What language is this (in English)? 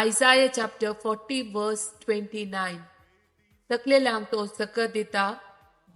Konkani